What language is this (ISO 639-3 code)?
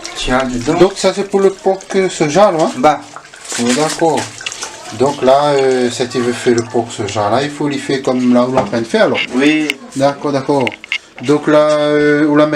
rcf